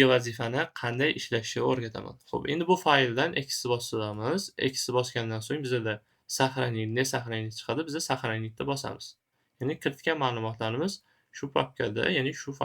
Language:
Uzbek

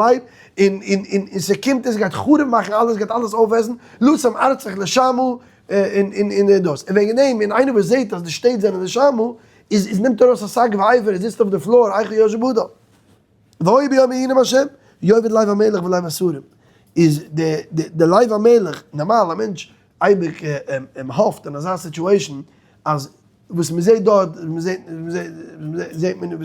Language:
Yiddish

